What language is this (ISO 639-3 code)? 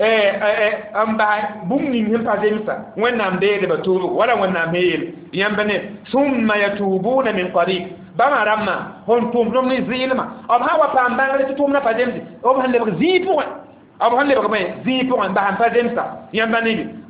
mos